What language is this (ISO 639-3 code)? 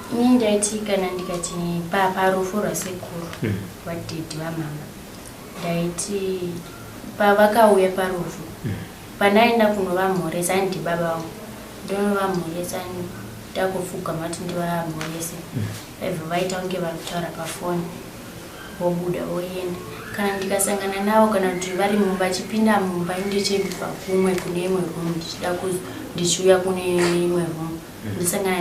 sna